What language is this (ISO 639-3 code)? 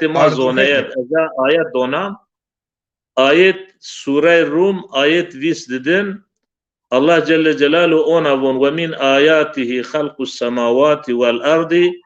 zza